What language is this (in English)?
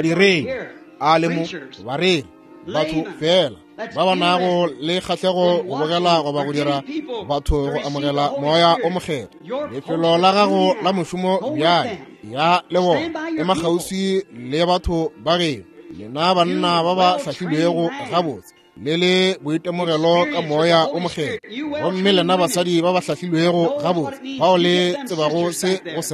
Northern Sotho